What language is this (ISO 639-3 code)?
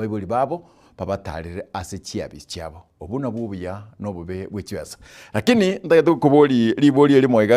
guz